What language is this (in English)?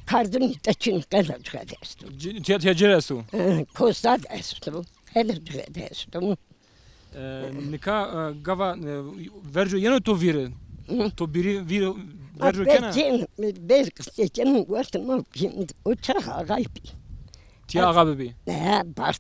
Zaza